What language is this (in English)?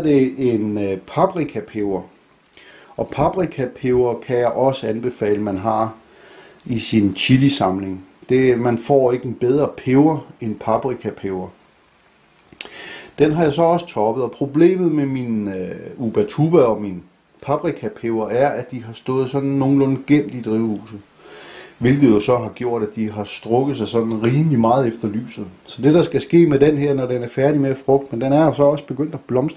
Danish